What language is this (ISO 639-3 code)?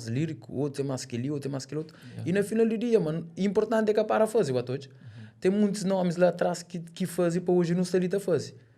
kea